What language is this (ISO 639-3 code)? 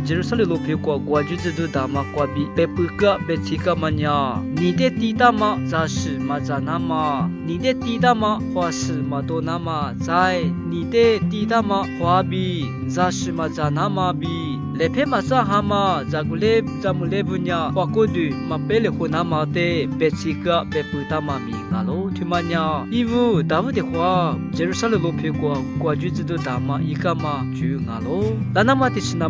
lis